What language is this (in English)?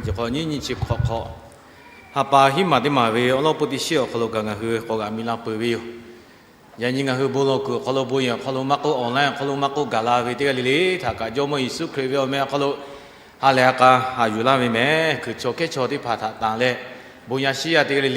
Lahu